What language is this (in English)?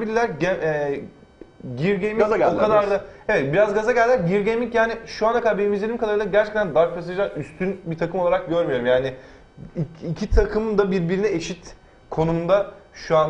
Turkish